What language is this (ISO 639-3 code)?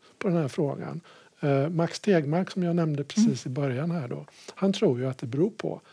swe